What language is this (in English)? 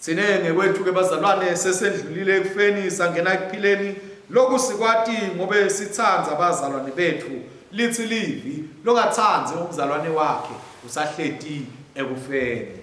Swati